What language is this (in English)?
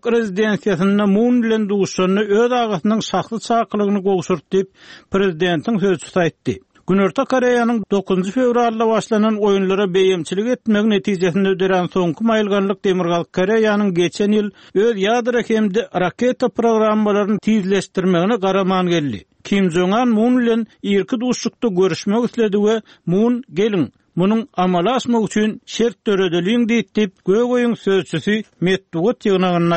Turkmen